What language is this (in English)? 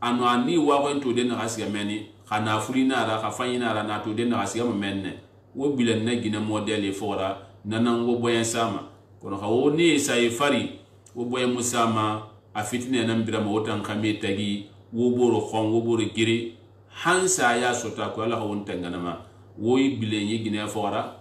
Susu